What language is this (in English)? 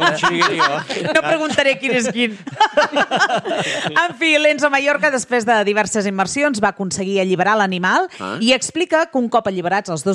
Catalan